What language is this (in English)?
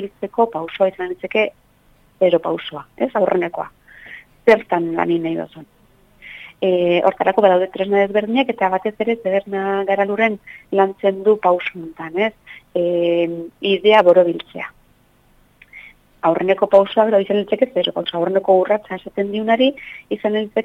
Basque